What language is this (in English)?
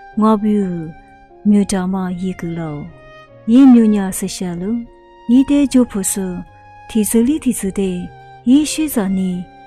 Lisu